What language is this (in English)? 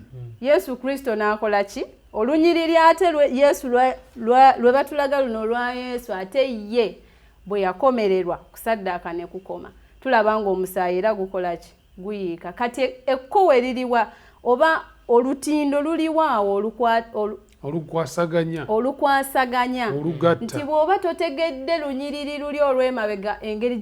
Ganda